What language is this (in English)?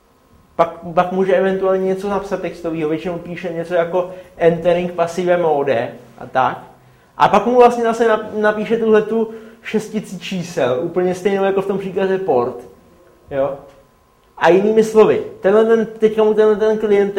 Czech